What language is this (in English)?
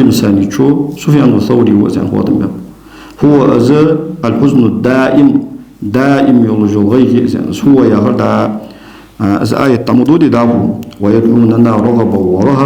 Ingush